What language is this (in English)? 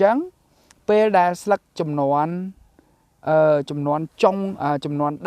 Khmer